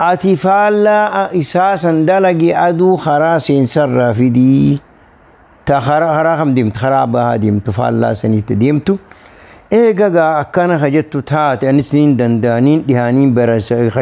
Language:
Oromo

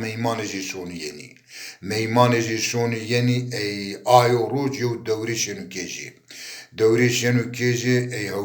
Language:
Zaza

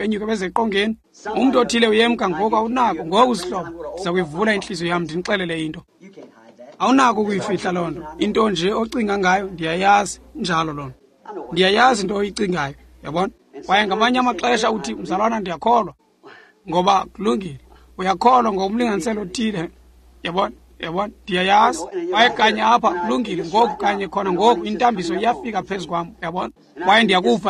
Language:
Xhosa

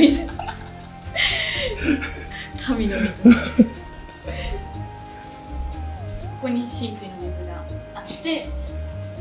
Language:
Japanese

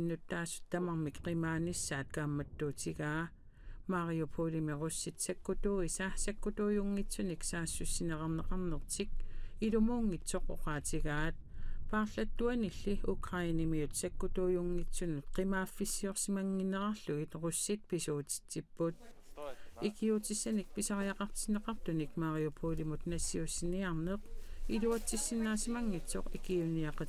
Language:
Kalaallisut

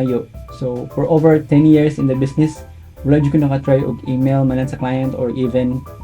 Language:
Cebuano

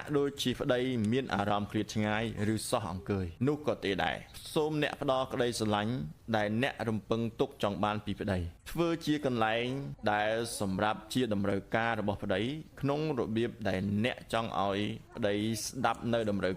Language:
Khmer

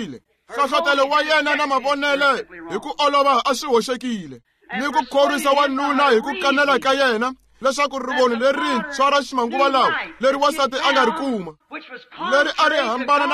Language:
Tsonga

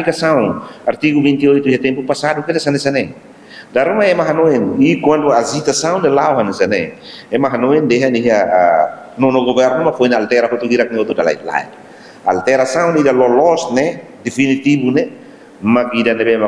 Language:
Tetum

